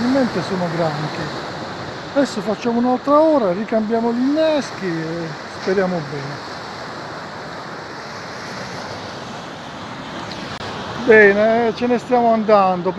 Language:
Italian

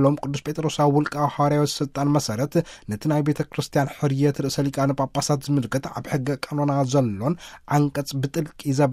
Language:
Tigrinya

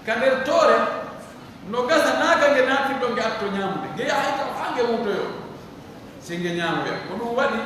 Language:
Pular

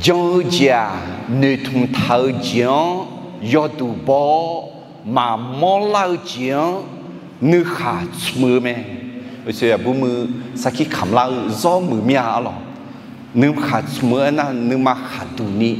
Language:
Akha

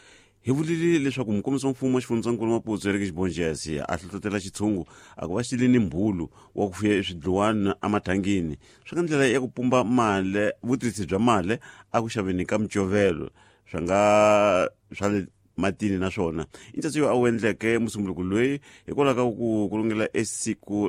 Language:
Tsonga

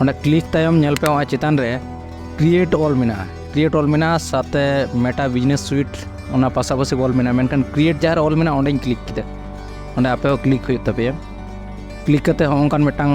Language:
Santali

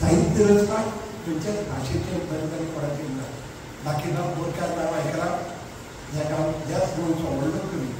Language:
Konkani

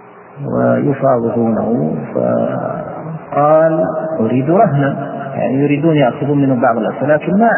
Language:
Arabic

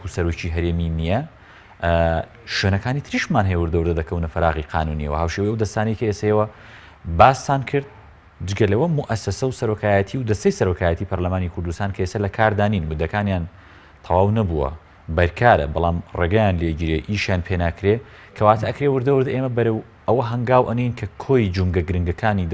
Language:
Central Kurdish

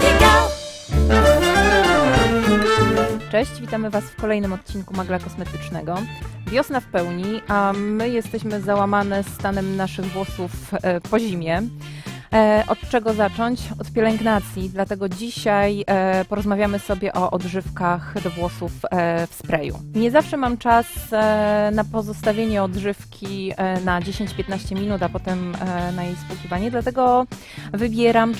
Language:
Polish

